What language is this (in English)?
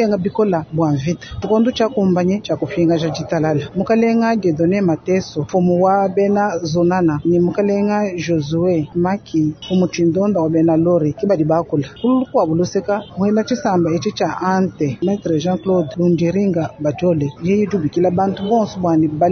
Luba-Lulua